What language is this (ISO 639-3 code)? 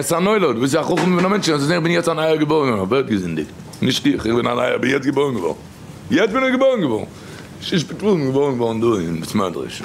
yid